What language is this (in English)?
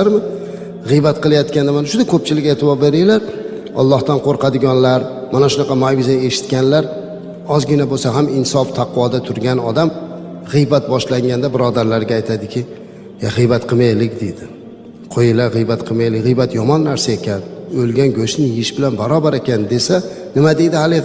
Uzbek